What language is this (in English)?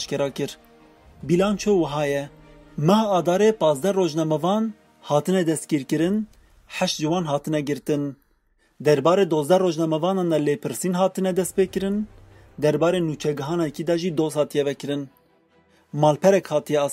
Kurdish